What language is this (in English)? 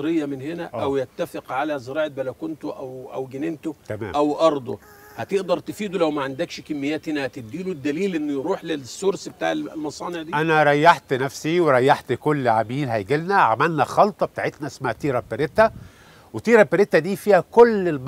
Egyptian Arabic